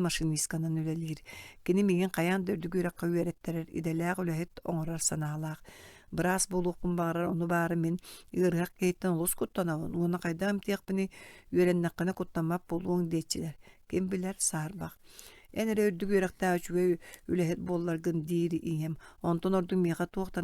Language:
Yakut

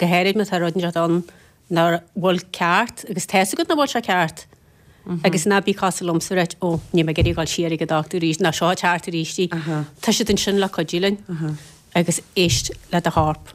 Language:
Irish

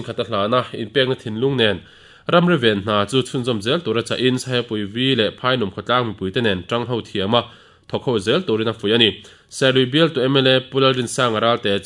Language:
Mizo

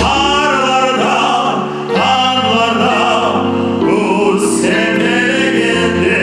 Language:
Crimean Tatar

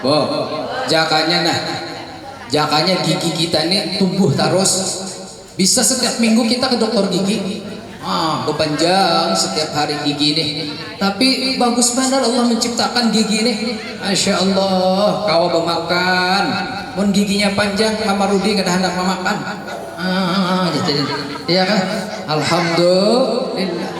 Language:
Banjar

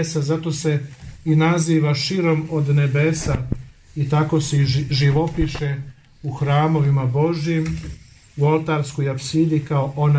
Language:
Serbian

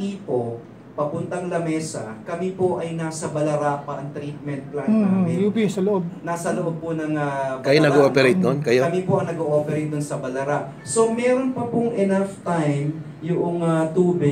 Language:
Filipino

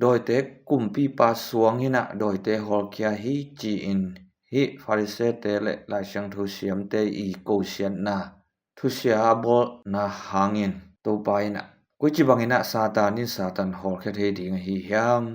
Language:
Tedim Chin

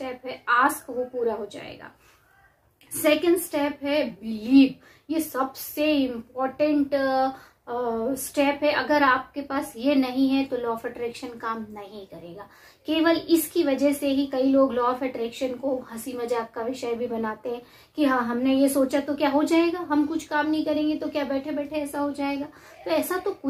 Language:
Hindi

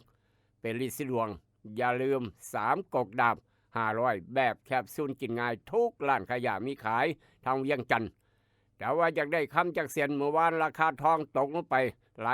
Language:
Northeastern Thai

